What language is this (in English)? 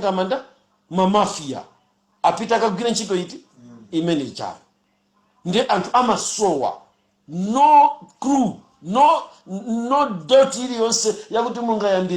Nyanja